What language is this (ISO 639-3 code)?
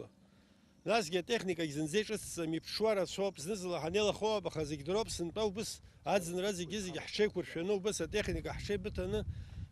abk